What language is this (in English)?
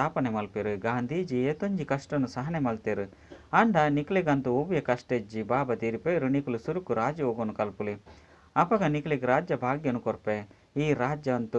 Tulu